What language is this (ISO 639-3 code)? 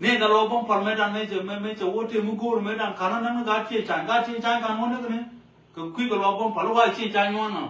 nus